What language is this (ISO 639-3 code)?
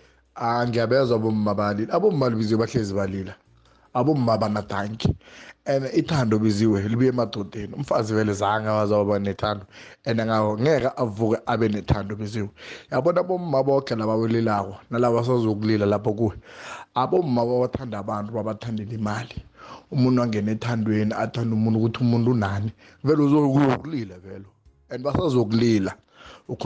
nbl